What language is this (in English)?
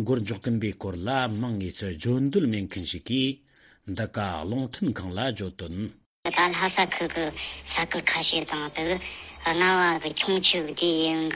Tibetan